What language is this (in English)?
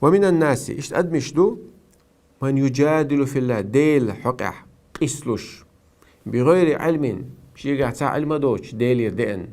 Chechen